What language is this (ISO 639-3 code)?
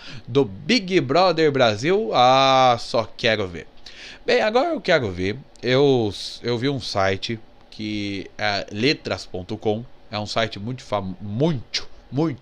por